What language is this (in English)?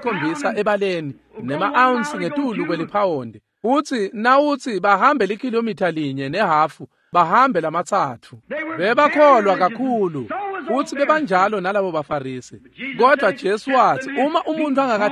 Swati